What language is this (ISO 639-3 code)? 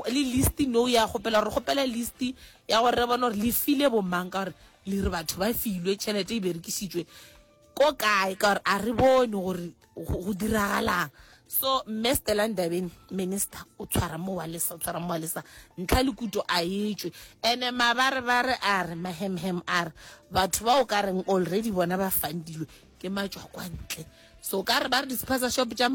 nso